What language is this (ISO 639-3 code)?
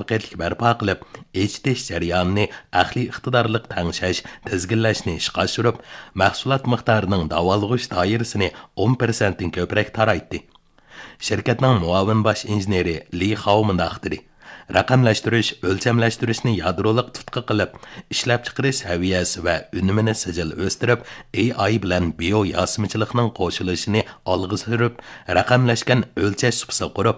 uig